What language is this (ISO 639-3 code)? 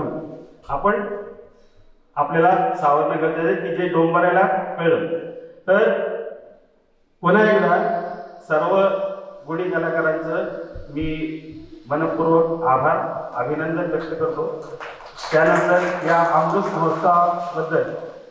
mar